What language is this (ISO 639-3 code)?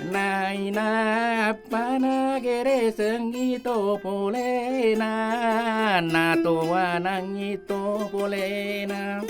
bug